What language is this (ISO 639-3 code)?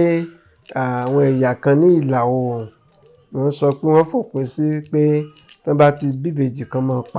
yor